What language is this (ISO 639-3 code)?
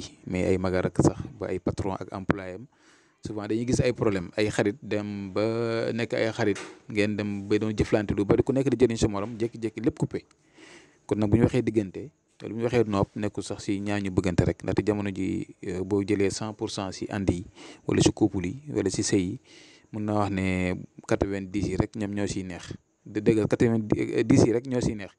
wol